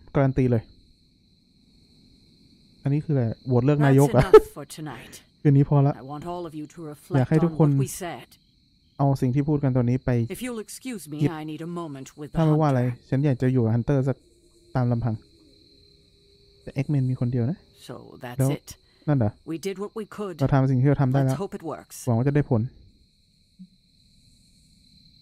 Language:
Thai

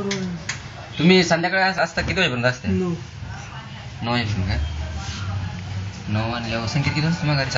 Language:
Marathi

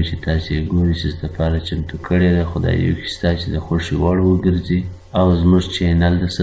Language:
Pashto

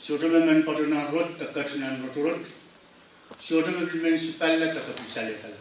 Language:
Pohnpeian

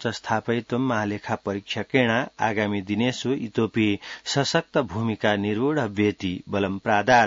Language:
Sanskrit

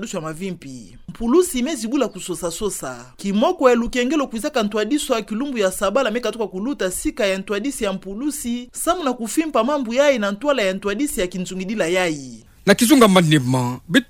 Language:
Kituba (Democratic Republic of Congo)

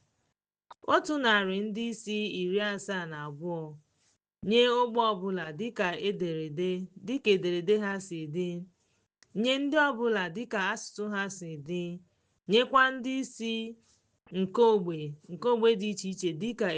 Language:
Igbo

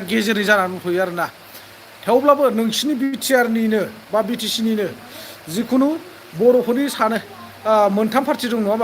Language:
Bodo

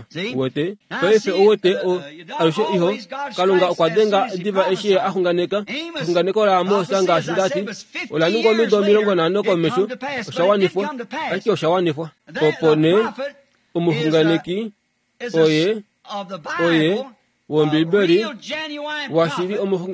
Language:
Kuanyama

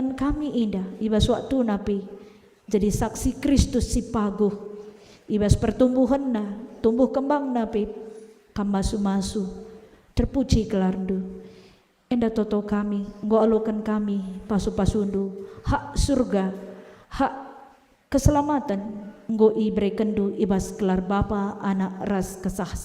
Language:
Batak Karo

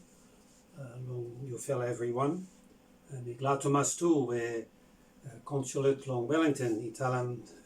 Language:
Bislama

